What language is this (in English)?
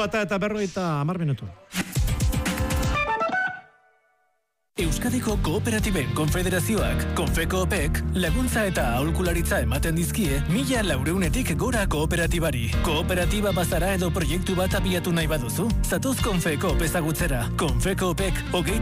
Basque